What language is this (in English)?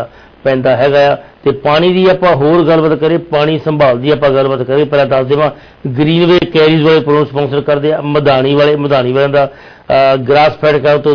Punjabi